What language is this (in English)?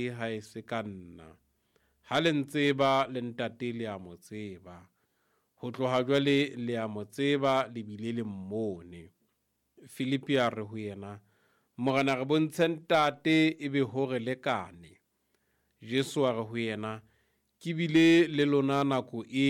Southern Sotho